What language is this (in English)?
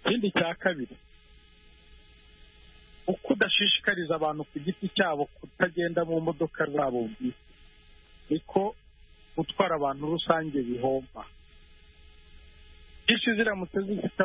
Kinyarwanda